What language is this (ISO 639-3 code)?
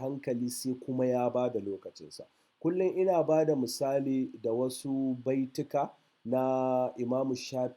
hau